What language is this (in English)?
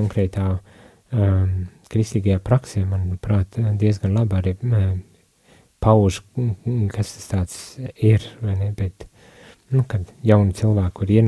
Latvian